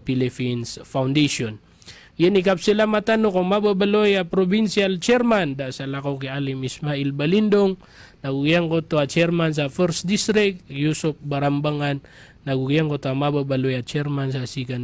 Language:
Maranao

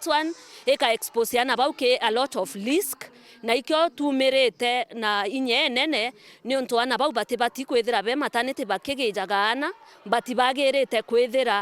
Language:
Meru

